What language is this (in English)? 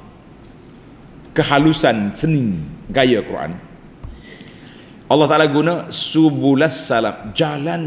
Malay